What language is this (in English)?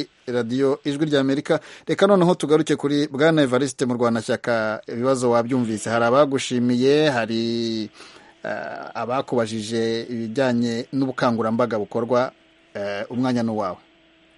Kinyarwanda